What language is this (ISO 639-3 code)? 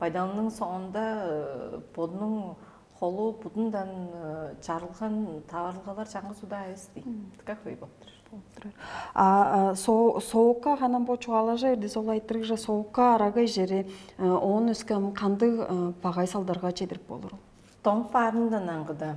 tyv